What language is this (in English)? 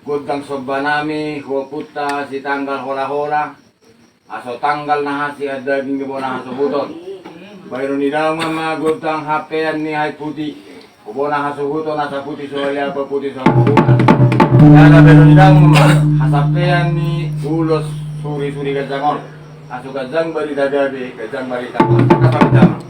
Batak Toba